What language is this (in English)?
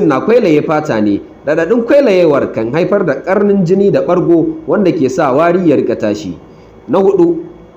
Hausa